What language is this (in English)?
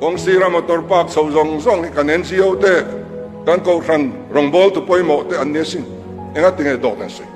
Mizo